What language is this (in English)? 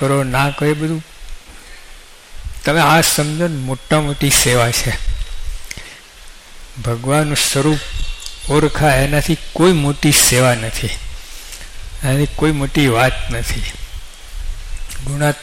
Gujarati